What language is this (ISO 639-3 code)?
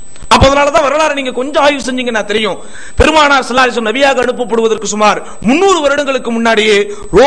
tam